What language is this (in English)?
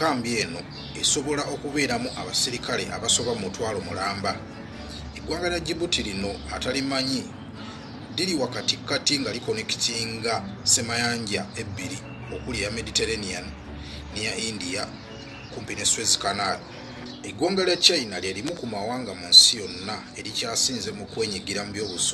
Ganda